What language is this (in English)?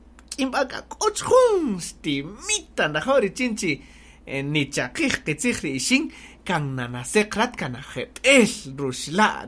Kaqchikel